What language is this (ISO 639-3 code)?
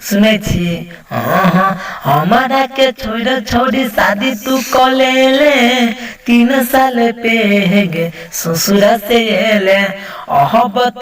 mai